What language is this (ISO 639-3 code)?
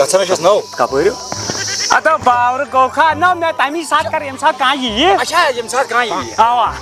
kas